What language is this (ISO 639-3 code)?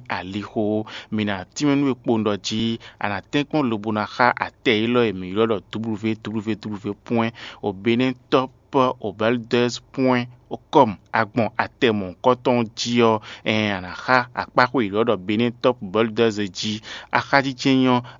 fon